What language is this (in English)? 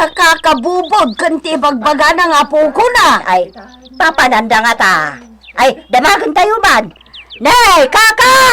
Iloko